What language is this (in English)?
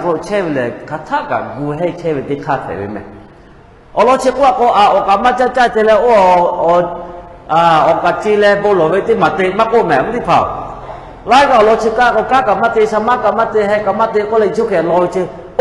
Lahu